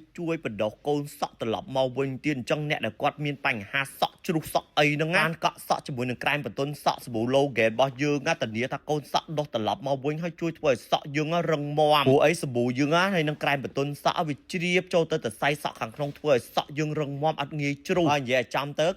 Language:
Khmer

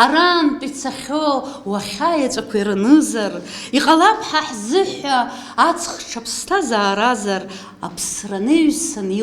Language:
Abkhazian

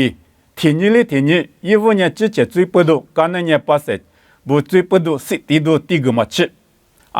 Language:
Lisu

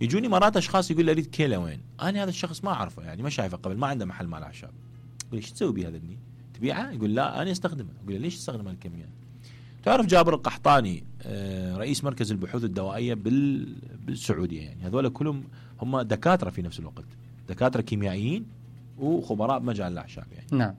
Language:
Mesopotamian Arabic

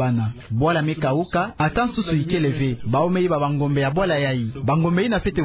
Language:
Kituba (Democratic Republic of Congo)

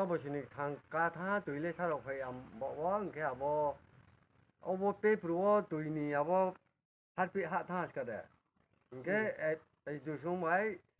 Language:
Riang (India)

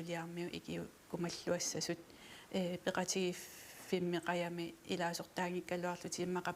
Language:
Kalaallisut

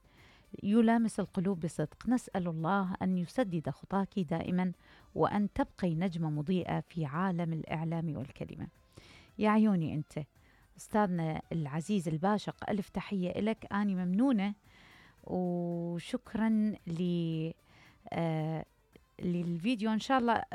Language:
Mesopotamian Arabic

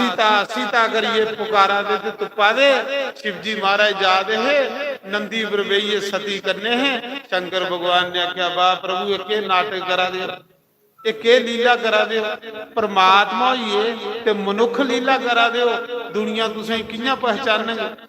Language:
Dogri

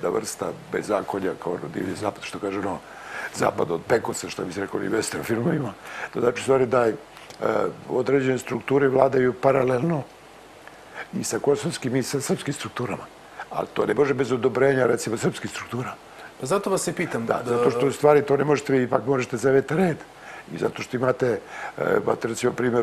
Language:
Serbian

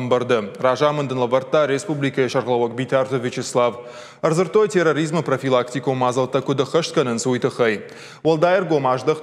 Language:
Ossetic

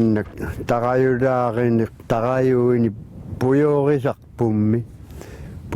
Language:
Kalaallisut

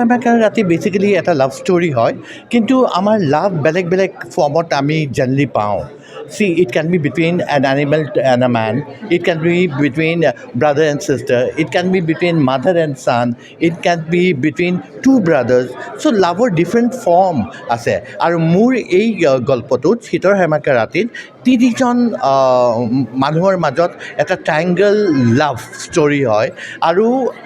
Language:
Assamese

